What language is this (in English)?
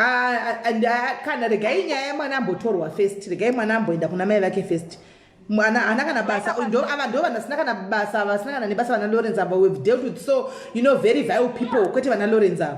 Shona